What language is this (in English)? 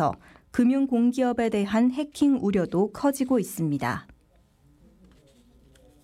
Korean